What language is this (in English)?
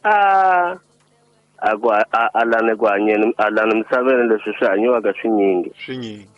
Tsonga